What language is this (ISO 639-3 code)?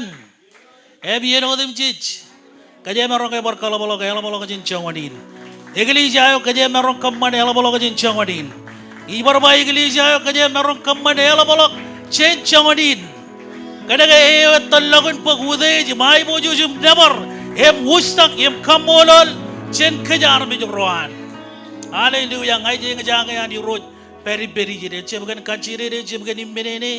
mah